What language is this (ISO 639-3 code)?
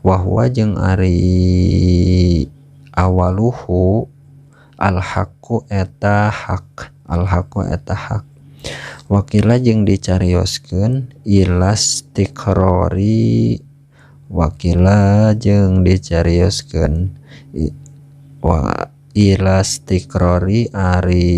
sun